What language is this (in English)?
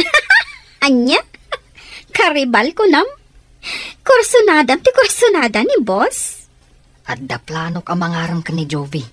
Iloko